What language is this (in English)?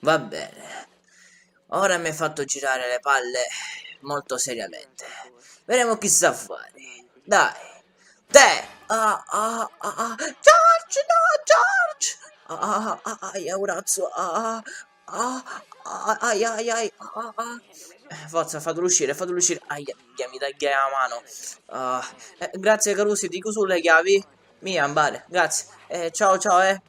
Sicilian